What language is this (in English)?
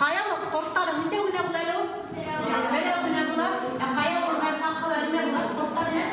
Bashkir